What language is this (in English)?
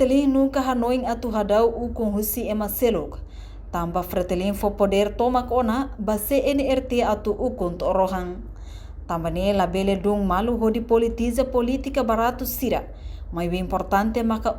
Tetum